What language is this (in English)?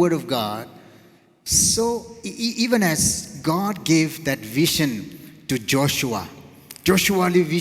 Tangkhul Naga (India)